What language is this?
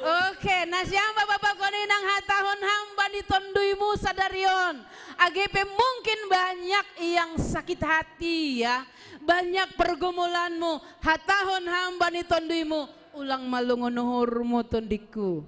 Batak Simalungun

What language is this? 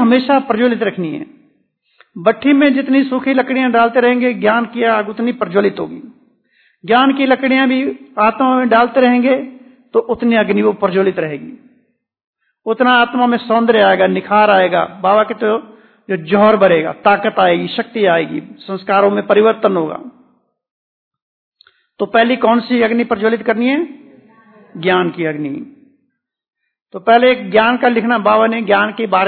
Hindi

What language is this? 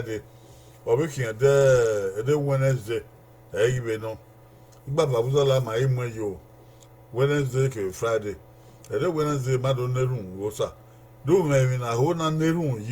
Bini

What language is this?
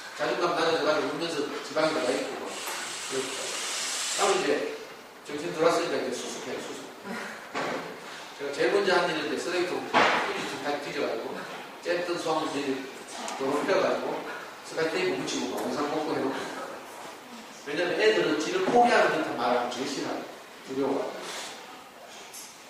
Korean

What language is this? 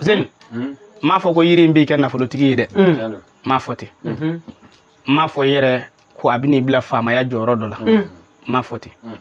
Bambara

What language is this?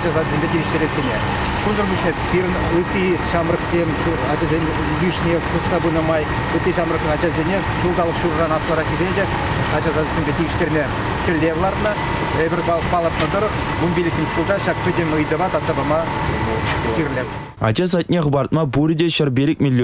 Chuvash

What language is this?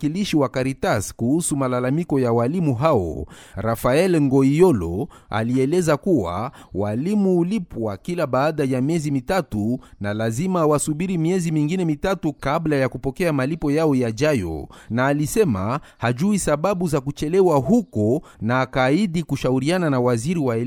Swahili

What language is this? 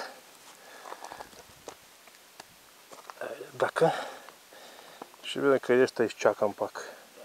Bulgarian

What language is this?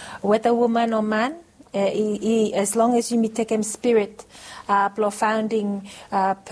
Bislama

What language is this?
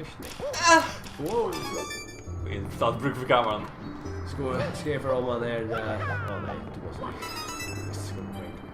Faroese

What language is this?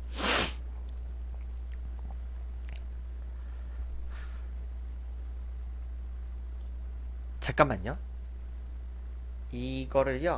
Korean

